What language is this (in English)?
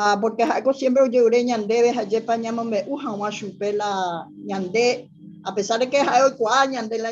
Guarani